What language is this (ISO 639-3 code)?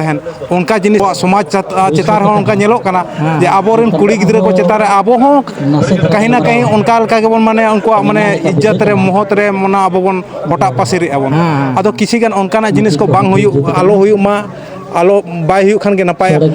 sat